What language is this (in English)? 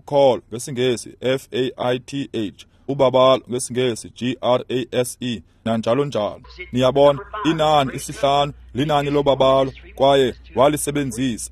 Xhosa